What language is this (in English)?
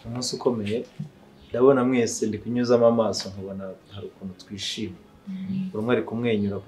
Kinyarwanda